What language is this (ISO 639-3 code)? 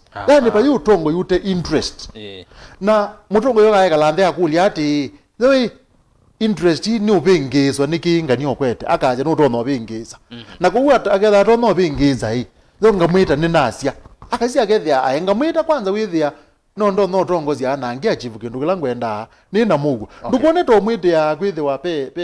kam